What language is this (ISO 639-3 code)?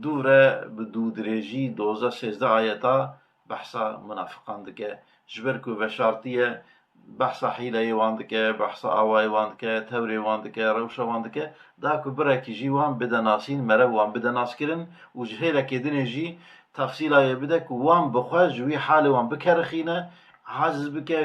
kur